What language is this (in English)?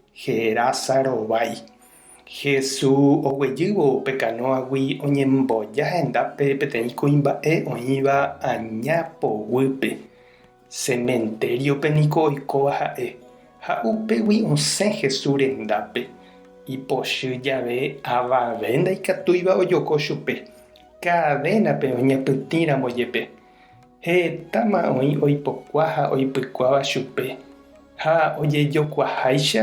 Guarani